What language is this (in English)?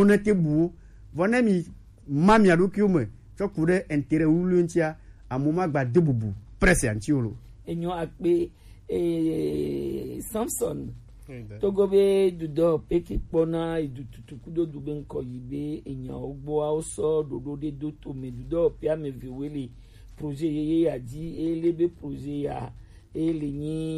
Gen